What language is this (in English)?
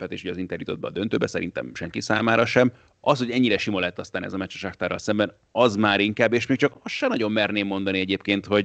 Hungarian